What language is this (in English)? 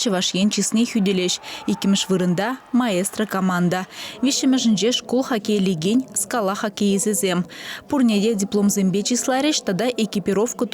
Chuvash